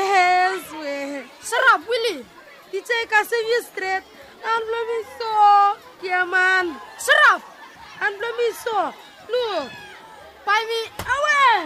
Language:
Bislama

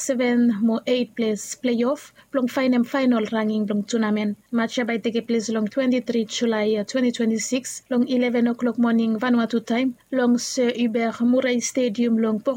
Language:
Bislama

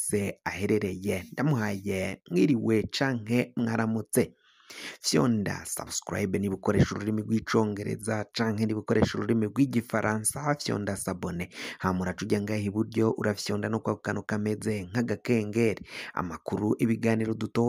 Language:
Rundi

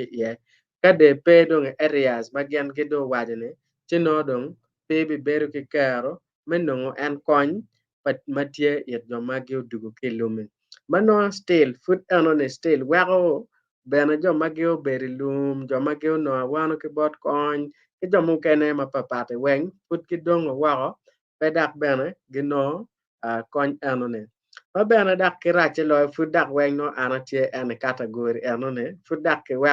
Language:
Acoli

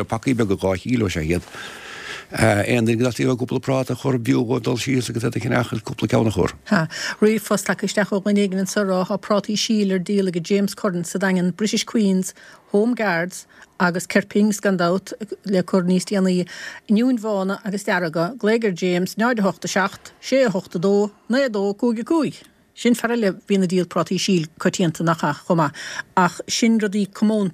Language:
Irish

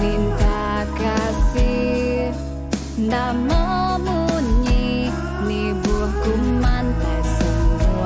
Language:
Iban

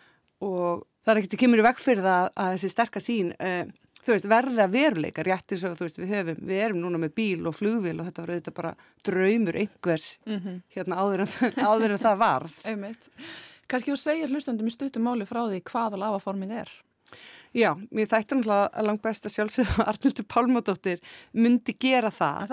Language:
Icelandic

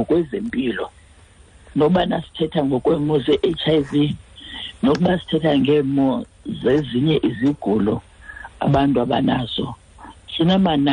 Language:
Xhosa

